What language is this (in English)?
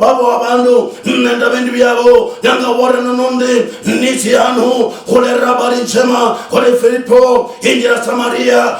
Luyia